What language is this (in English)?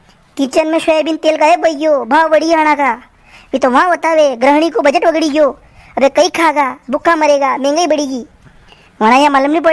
Rajasthani